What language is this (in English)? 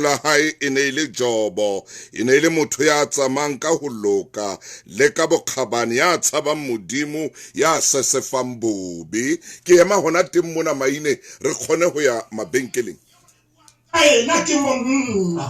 Southern Sotho